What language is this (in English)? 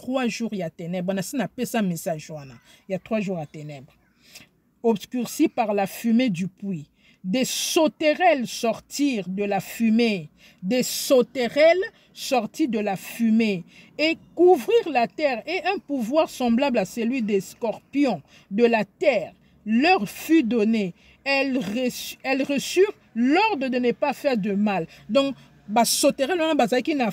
Lingala